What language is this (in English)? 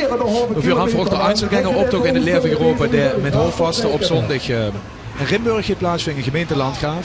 Limburgish